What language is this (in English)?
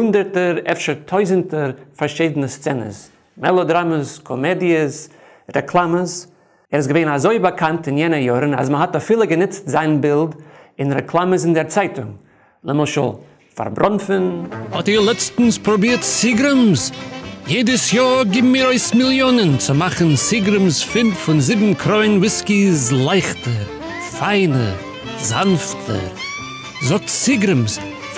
Yiddish